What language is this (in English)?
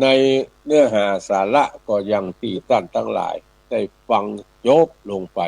Northern Thai